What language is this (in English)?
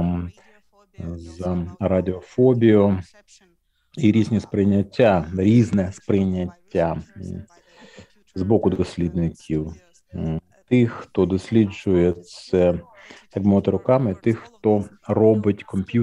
Ukrainian